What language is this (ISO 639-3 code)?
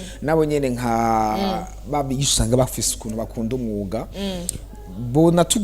run